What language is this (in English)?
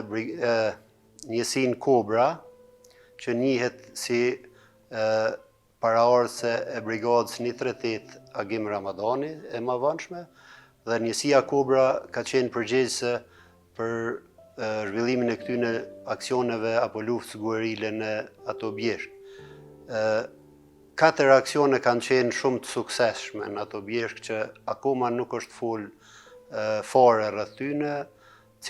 Albanian